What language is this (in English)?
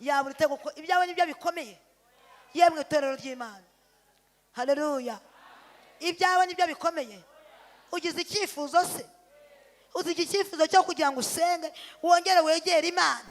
Kinyarwanda